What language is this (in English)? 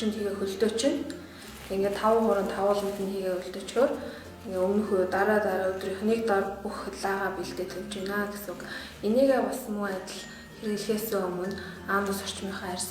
Mongolian